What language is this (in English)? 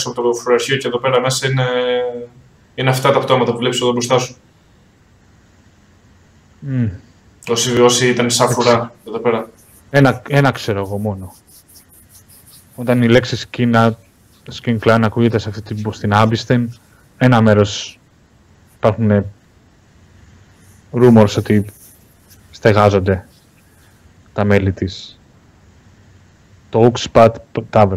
Greek